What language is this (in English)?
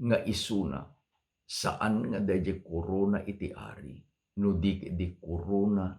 Iloko